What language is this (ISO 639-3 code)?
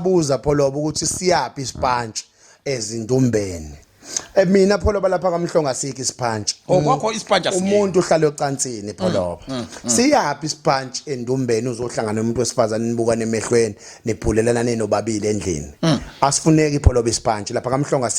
zul